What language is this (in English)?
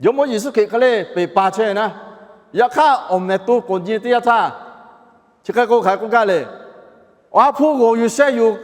Lahu